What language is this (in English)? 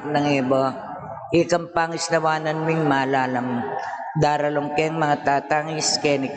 Pampanga